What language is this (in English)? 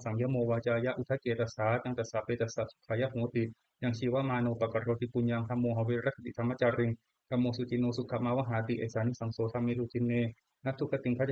Pali